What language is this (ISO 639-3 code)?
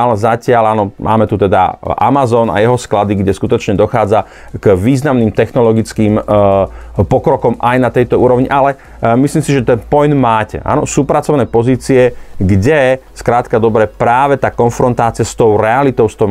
slk